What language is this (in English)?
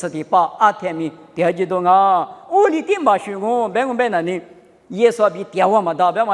Lisu